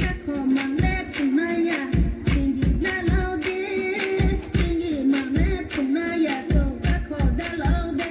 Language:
Riang (India)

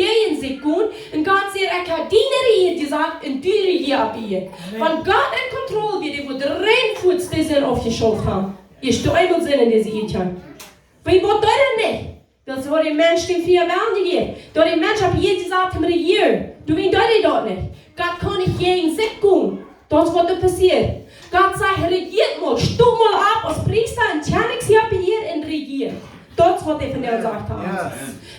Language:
Plautdietsch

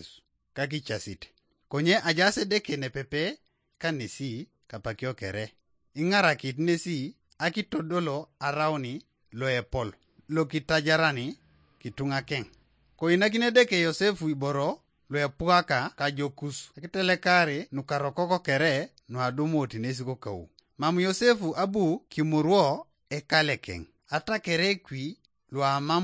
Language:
Teso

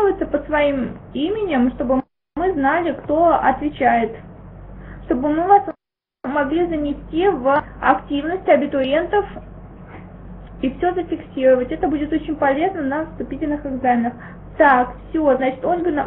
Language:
Russian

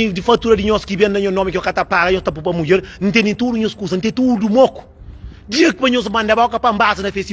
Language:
Kabuverdianu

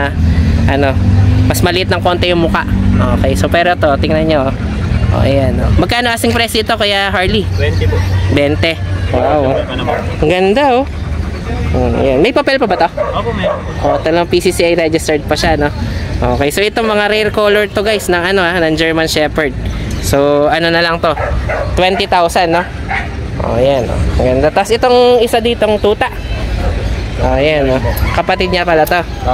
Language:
Filipino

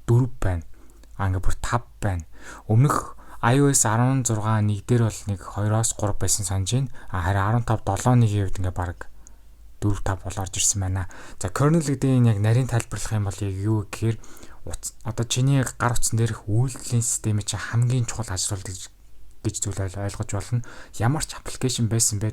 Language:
Mongolian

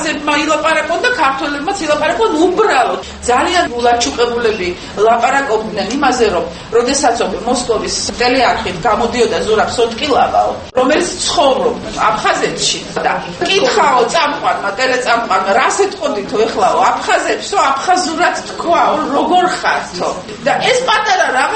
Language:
Georgian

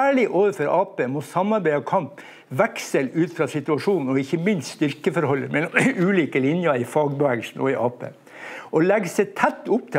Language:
Norwegian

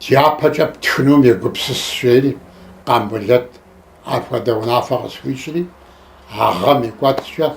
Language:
Kabardian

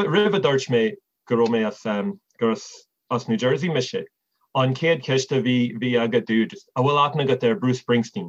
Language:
Irish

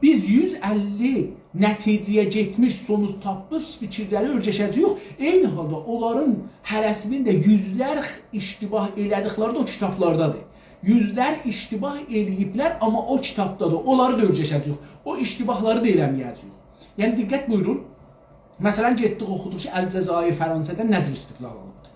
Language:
South Azerbaijani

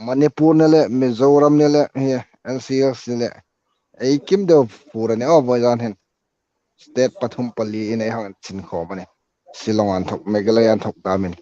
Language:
Hmar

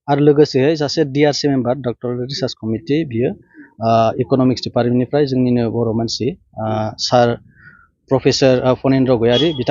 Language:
Bodo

